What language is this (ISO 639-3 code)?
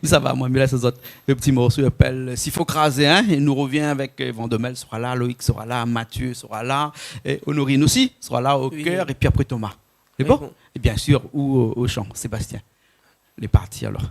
rcf